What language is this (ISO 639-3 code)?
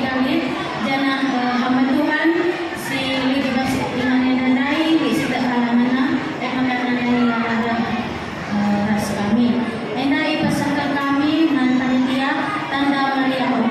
btx